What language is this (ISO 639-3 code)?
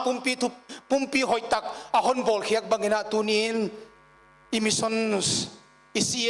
pck